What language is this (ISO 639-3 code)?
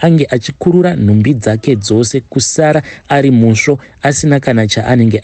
sna